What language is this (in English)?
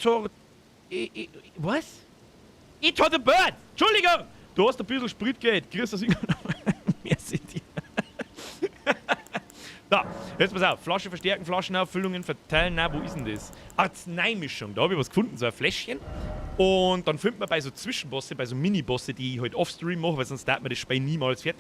Bavarian